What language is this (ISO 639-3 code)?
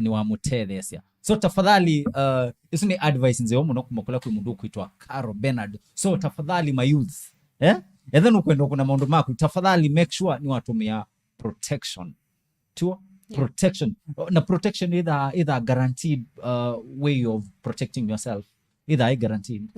kam